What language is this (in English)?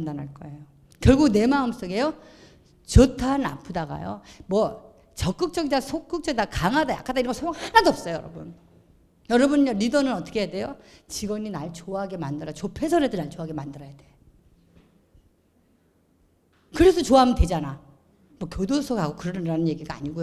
Korean